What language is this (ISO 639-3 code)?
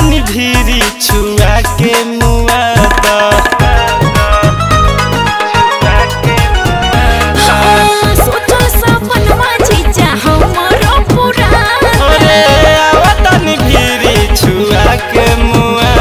bho